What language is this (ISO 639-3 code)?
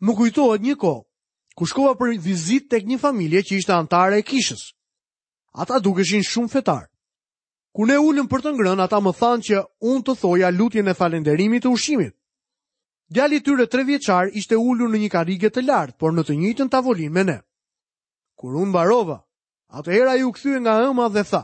sqi